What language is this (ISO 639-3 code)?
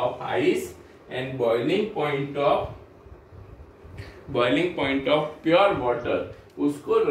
hin